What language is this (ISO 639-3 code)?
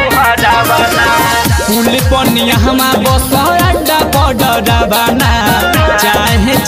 bho